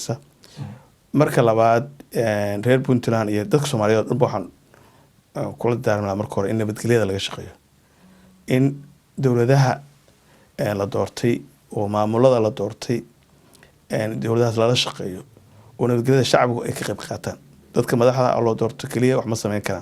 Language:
Somali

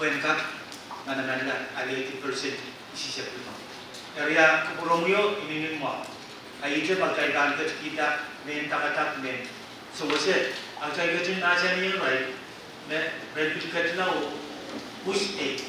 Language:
Pohnpeian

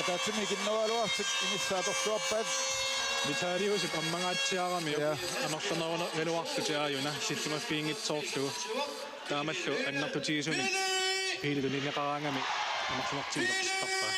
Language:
Kalaallisut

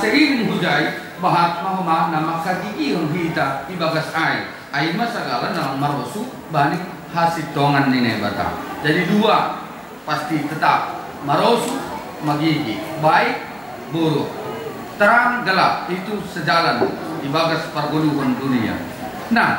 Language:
Batak Simalungun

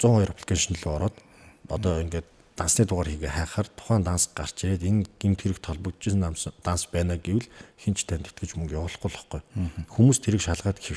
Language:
Mongolian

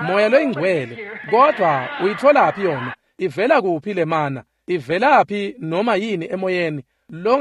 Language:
Swati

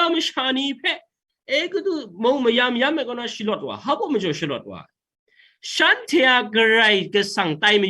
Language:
Kachin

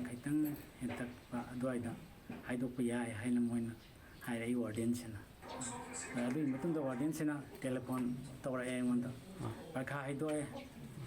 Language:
Manipuri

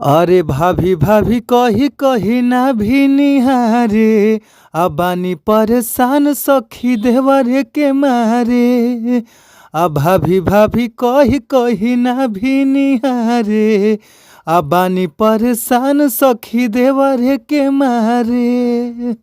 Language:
Bhojpuri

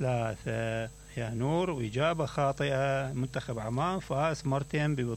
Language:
Mesopotamian Arabic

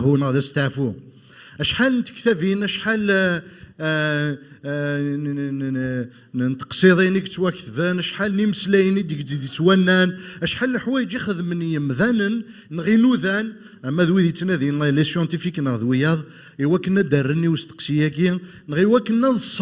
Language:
Kabyle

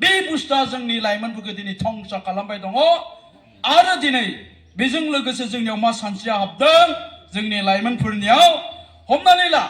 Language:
Bodo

